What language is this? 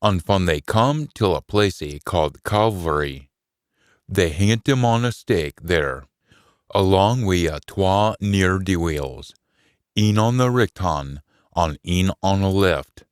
Scots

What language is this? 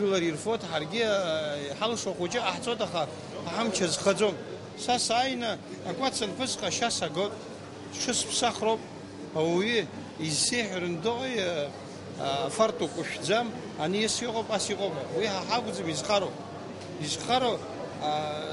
Abkhazian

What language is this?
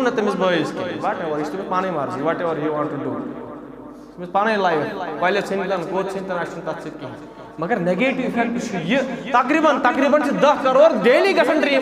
Kashmiri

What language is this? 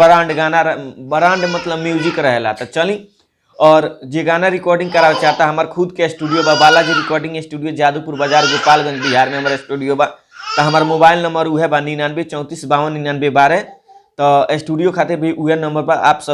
Bhojpuri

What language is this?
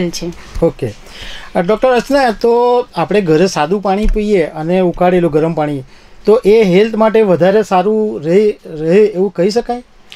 Gujarati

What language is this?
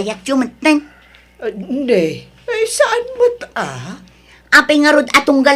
Iloko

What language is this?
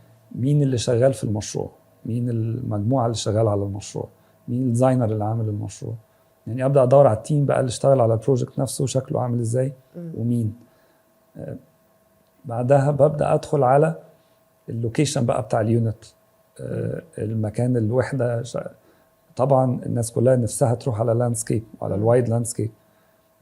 Egyptian Arabic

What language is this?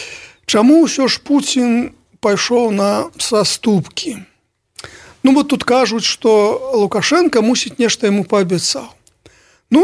Belarusian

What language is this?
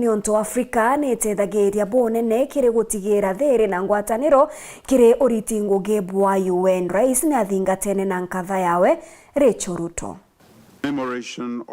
Meru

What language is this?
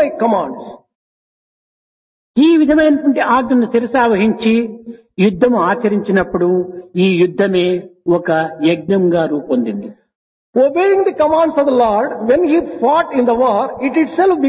Telugu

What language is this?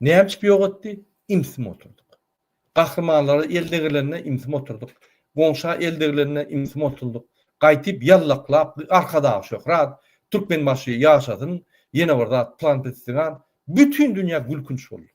Turkmen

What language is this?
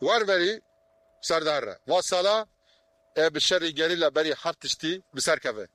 Kurdish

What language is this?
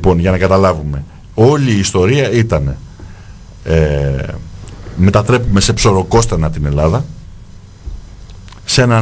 Greek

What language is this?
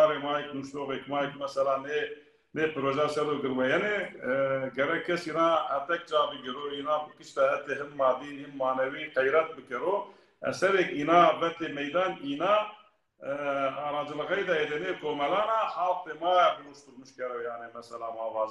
Zaza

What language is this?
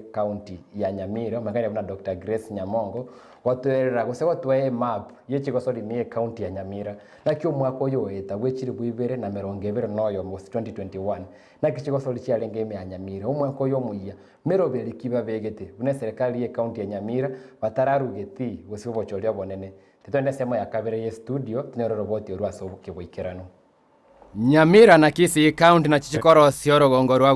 Gusii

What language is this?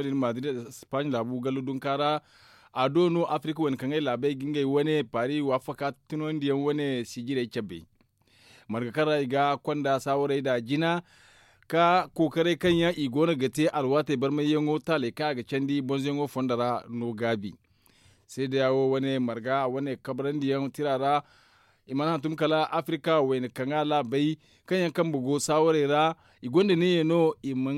Zarma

